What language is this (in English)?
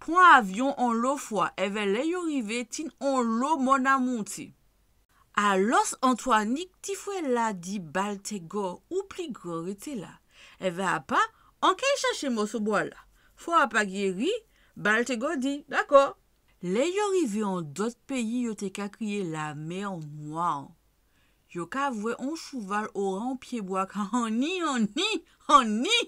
Guadeloupean Creole French